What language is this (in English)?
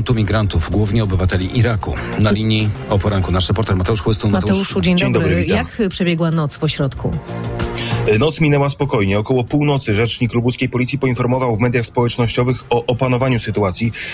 Polish